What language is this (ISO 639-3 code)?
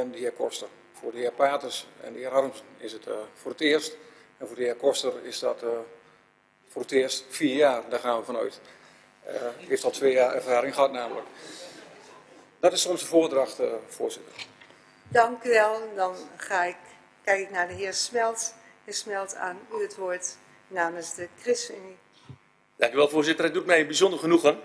nld